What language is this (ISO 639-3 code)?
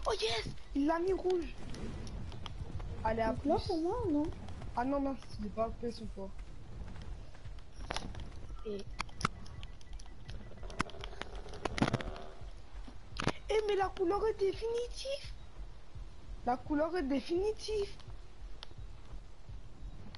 fra